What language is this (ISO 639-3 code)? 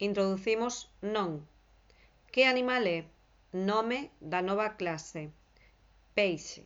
glg